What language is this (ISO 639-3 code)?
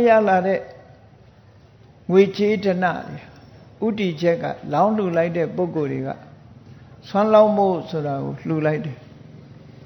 mya